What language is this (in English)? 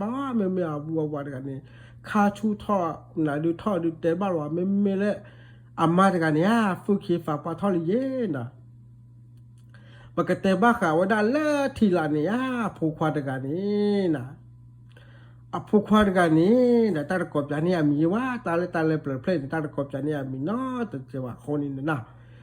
S'gaw Karen